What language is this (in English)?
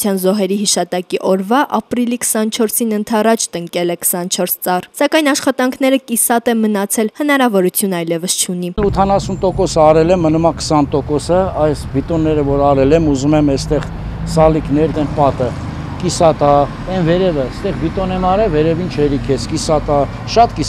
Armenian